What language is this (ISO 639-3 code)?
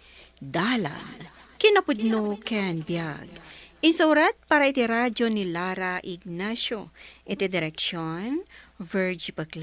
ilo